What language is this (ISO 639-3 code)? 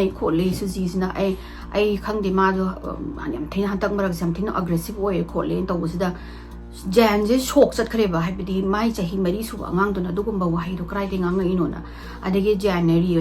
mni